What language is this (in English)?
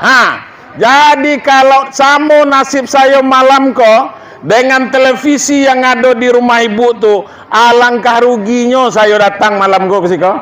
Minangkabau